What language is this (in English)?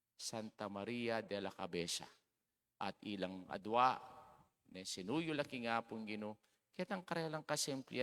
Pampanga